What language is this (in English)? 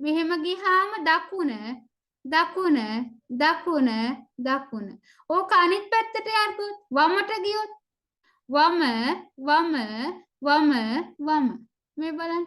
Sinhala